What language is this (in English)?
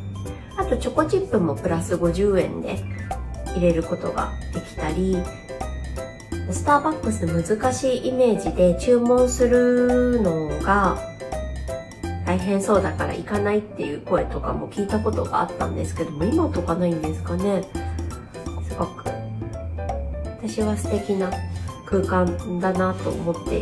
Japanese